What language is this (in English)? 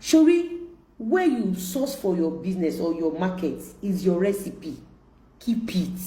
Yoruba